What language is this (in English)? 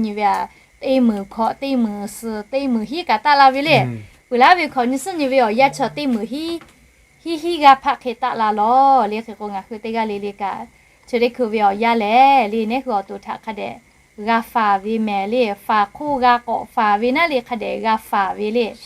Lahu